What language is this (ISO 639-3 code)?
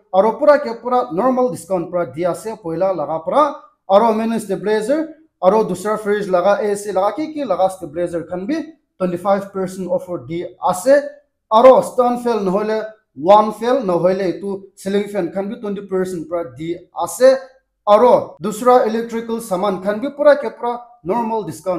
nag